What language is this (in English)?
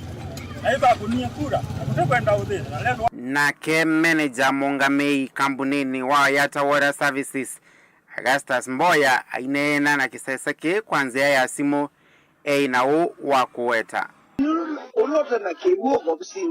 Kamba